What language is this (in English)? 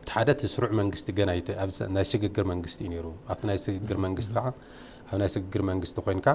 Tigrinya